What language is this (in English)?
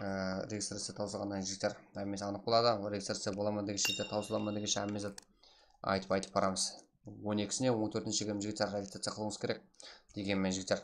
Kara-Kalpak